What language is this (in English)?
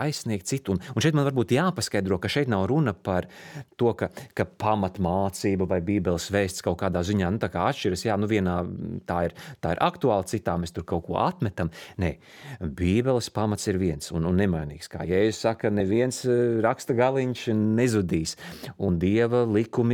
Latvian